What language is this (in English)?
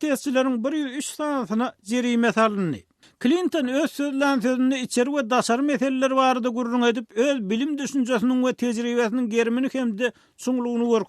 Turkmen